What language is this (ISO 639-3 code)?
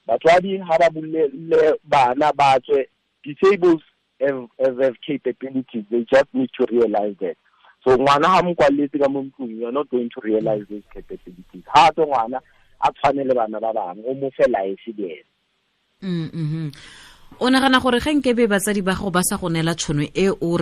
tsn